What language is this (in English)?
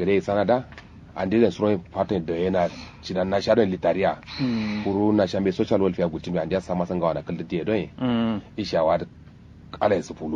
Kanuri